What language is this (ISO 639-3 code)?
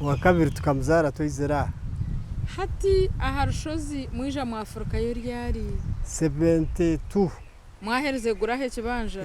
nyn